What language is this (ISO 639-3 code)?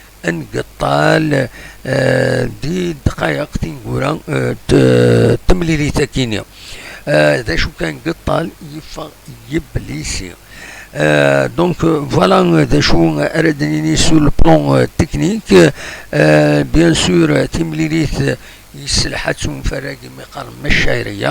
kab